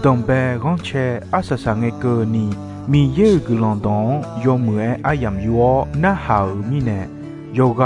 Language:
Akha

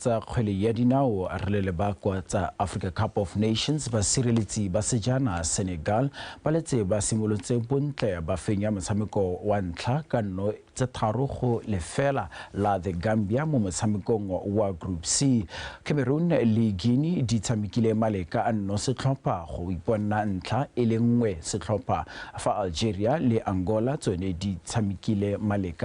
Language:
Tswana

